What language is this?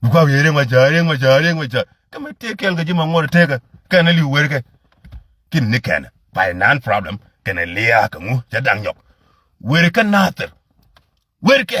Nuer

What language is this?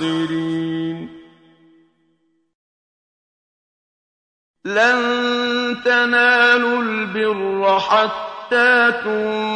Arabic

